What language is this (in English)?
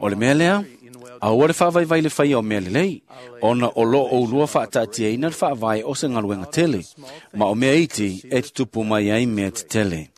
Samoan